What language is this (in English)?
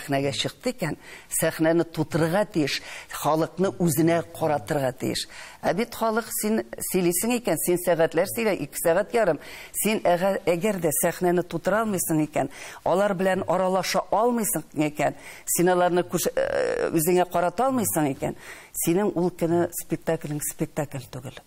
Tatar